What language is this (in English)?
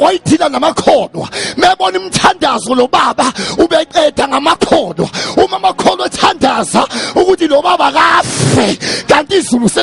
Zulu